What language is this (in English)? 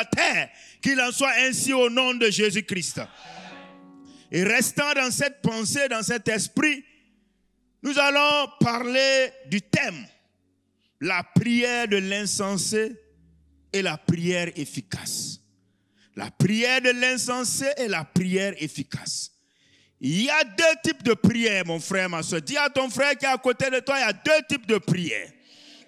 French